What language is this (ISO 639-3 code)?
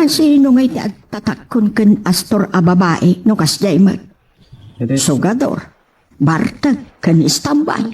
ilo